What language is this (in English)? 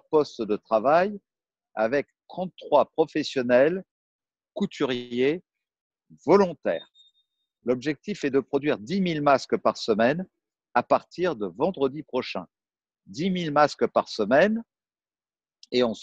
French